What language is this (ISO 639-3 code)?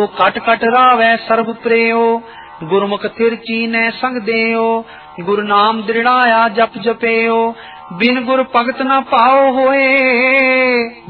pan